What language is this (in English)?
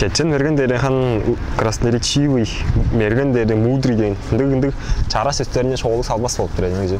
Tuvinian